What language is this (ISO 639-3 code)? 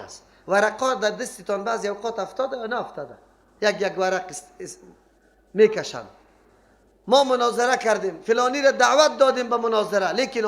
fas